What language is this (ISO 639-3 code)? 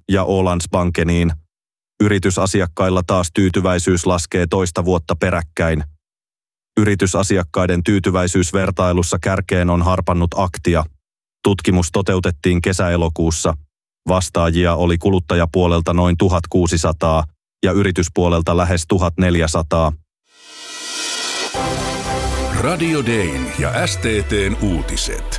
fin